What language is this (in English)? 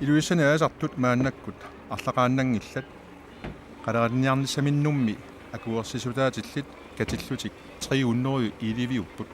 Kalaallisut